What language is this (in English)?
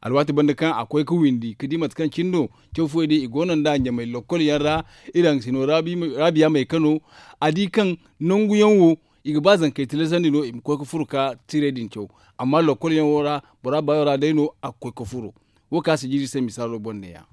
Zarma